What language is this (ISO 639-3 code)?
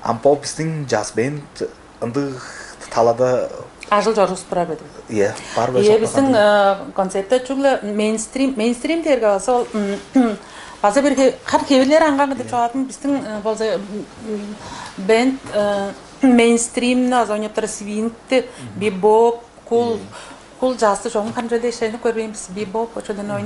tyv